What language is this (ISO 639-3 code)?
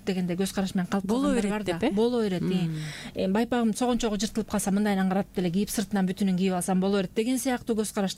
kir